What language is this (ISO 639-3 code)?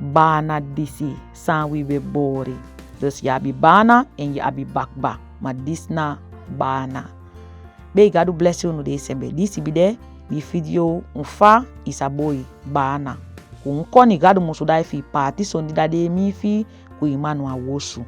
srm